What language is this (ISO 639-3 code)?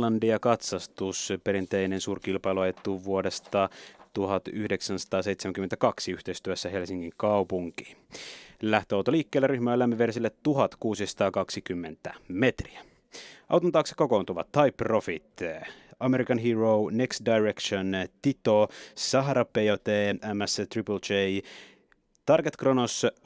fin